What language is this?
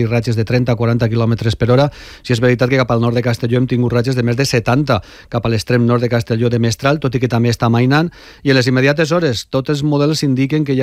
Catalan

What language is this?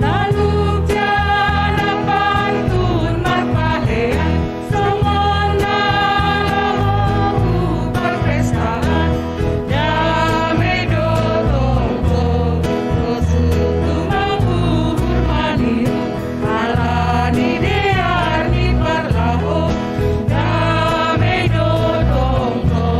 Batak Simalungun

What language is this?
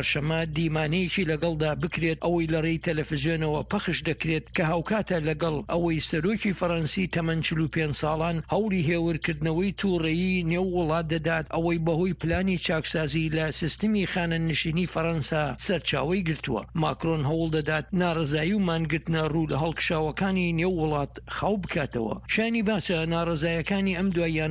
Central Kurdish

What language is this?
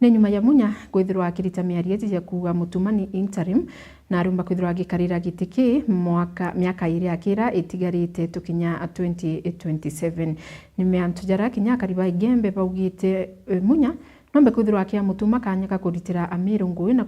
Meru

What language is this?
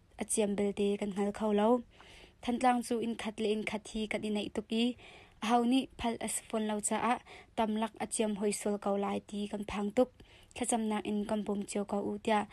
Hakha Chin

